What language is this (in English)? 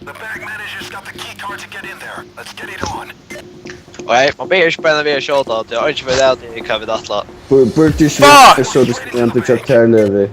Faroese